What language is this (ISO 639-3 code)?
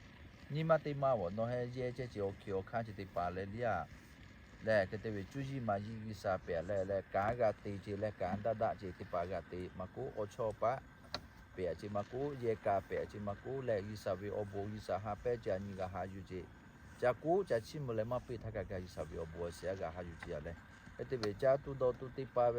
lhu